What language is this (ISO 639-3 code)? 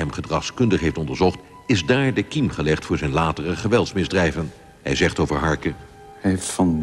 nld